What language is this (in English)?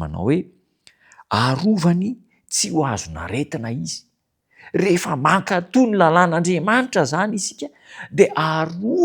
Malagasy